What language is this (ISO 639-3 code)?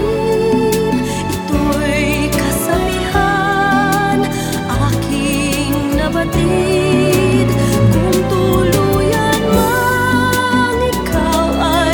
fil